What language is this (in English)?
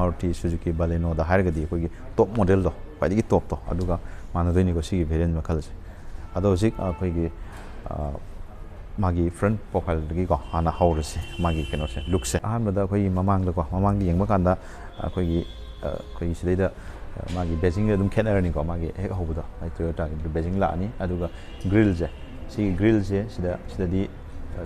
Manipuri